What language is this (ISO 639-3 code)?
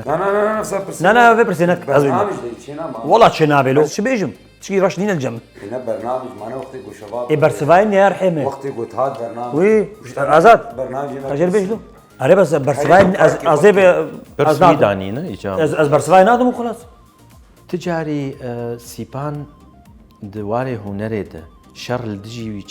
kur